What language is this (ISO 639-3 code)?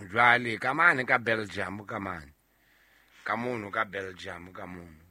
sot